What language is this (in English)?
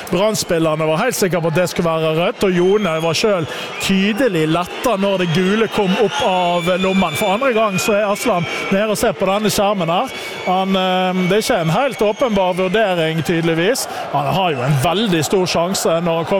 Norwegian